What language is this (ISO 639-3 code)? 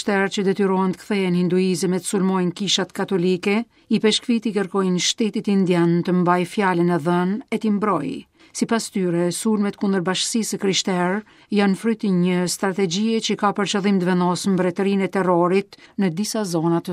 sqi